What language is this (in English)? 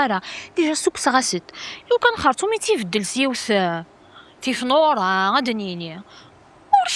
Kabyle